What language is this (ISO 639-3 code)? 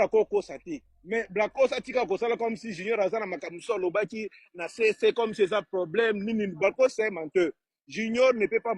lin